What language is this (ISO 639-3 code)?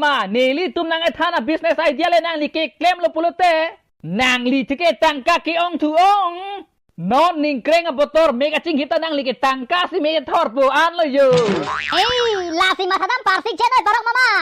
mjw